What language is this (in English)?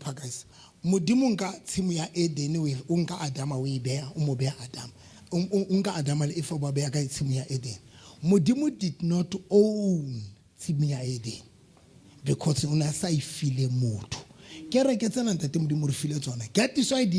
Southern Sotho